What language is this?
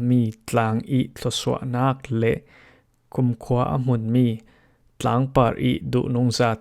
Falam Chin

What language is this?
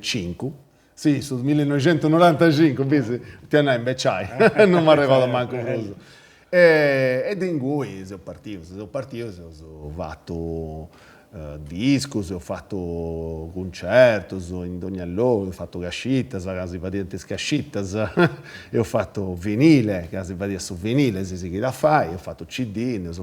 Sardinian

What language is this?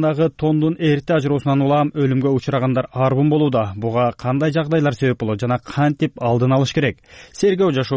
Kyrgyz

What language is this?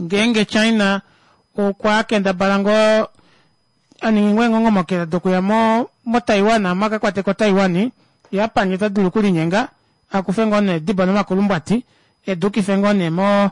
Kuanyama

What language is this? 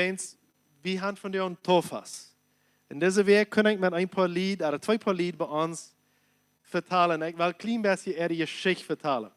Plautdietsch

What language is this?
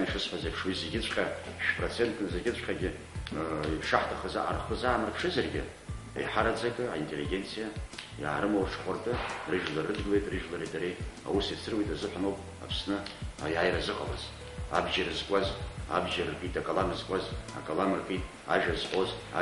Abkhazian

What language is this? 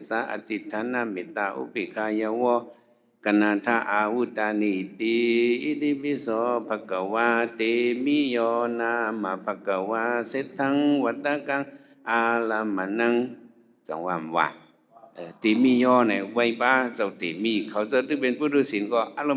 Shan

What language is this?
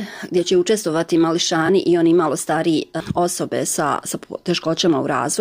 Bosnian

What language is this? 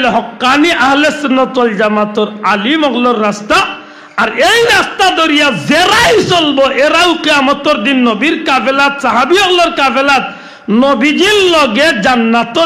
Sylheti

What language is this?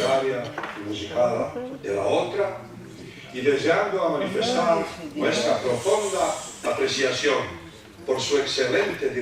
Ladino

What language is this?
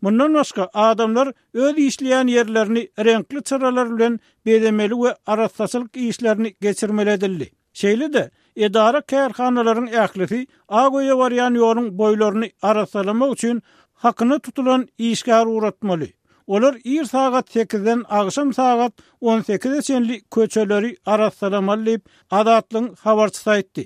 Turkmen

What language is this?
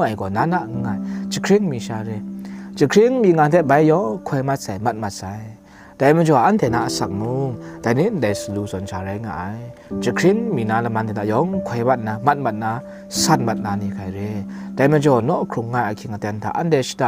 Kachin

